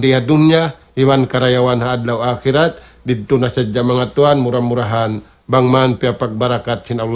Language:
Tausug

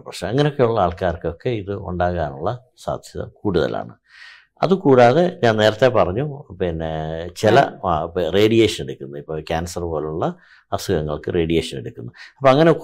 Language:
Malayalam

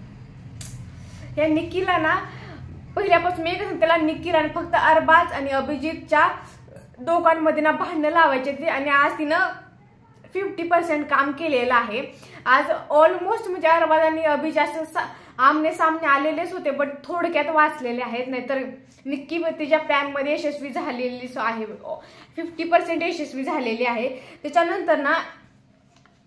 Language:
Marathi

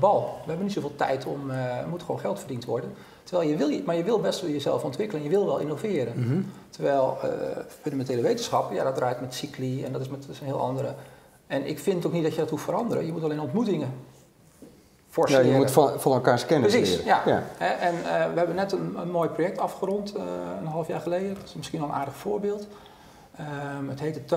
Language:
Dutch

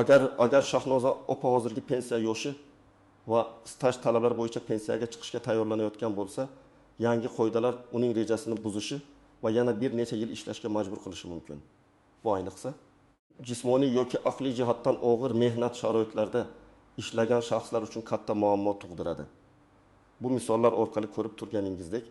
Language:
Uzbek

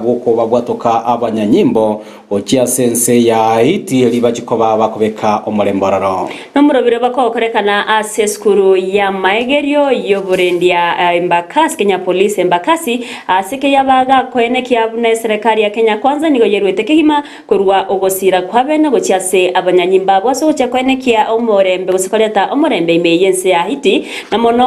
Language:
Gusii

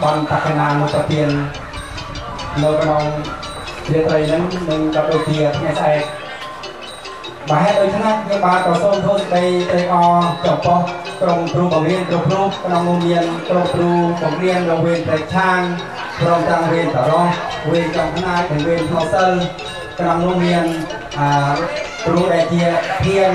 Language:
Vietnamese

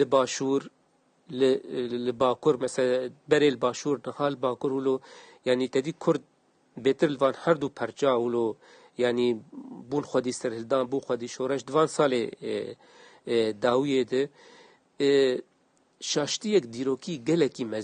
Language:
Kurdish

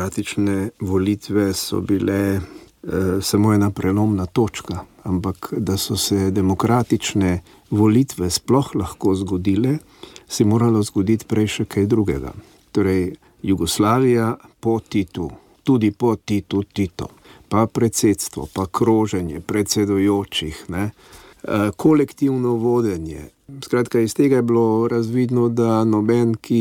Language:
Slovenian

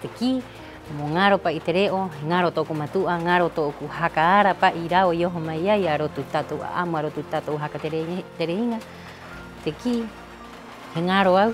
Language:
Rapanui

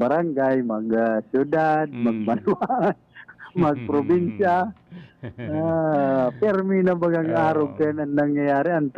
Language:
Bikol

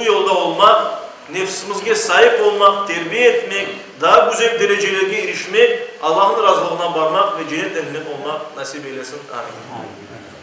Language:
Crimean Tatar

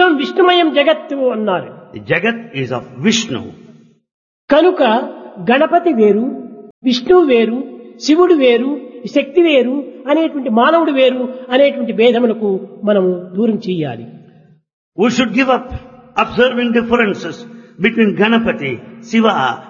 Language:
Telugu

